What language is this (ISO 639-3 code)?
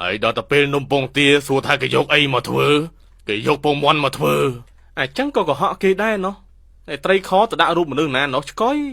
khm